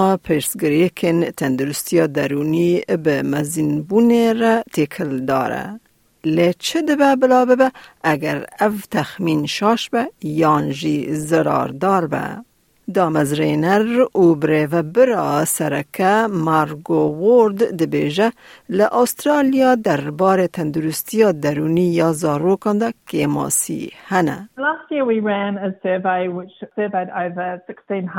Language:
Kurdish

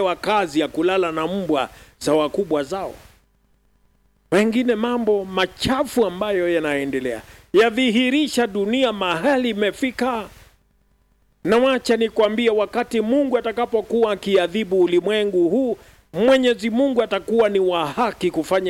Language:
Swahili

